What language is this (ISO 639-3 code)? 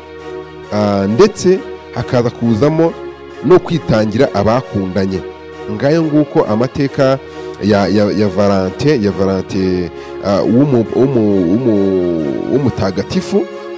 kin